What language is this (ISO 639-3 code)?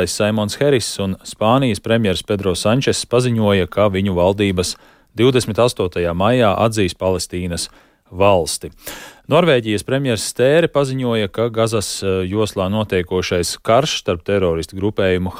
lav